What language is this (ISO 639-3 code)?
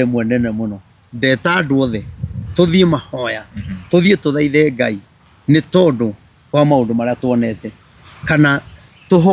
kik